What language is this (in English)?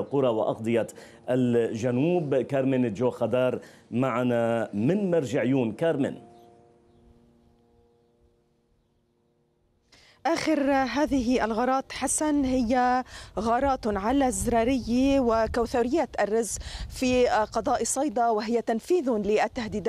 Arabic